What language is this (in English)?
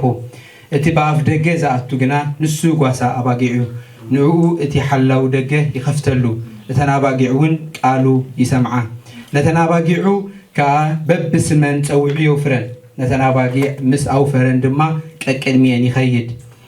Tigrinya